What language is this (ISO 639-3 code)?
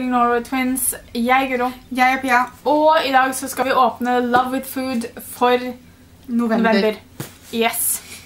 nor